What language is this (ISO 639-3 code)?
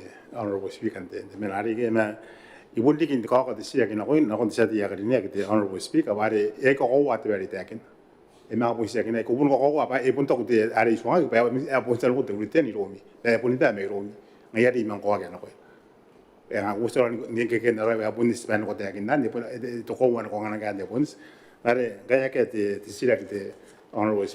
gil